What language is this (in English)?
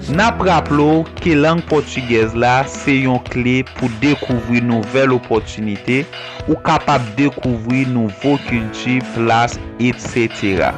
Haitian Creole